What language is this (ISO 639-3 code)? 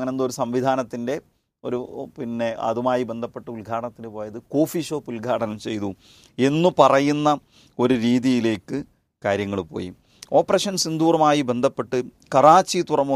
mal